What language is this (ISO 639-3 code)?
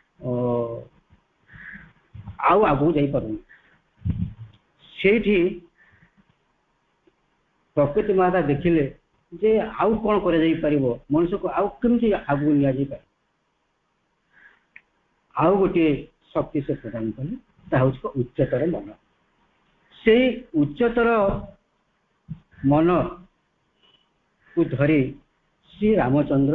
ori